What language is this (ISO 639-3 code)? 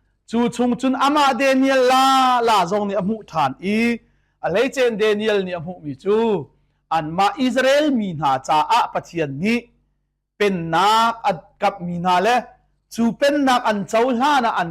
cnh